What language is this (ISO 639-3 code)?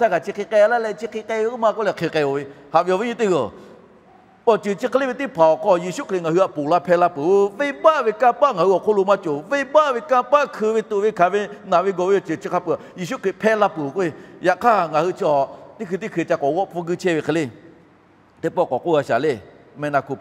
lhu